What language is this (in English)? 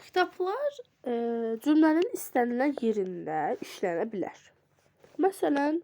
Azerbaijani